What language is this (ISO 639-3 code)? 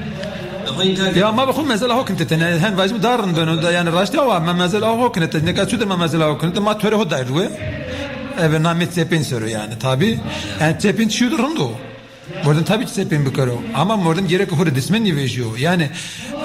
zza